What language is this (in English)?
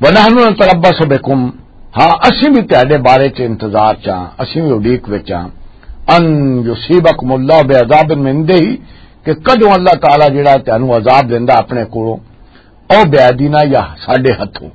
Western Panjabi